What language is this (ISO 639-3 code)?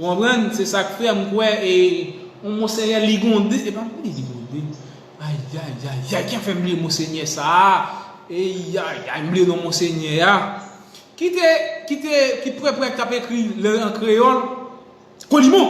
hat